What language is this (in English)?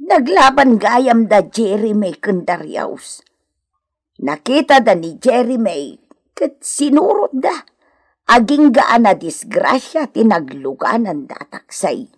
Iloko